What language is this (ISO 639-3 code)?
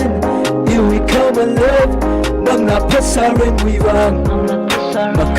nmf